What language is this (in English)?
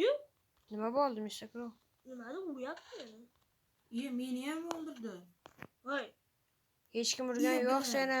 Uzbek